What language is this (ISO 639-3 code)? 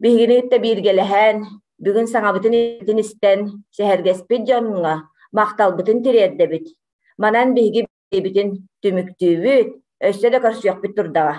sah